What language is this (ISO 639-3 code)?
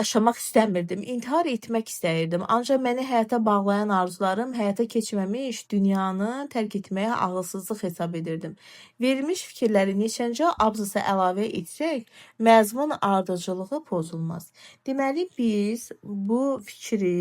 aze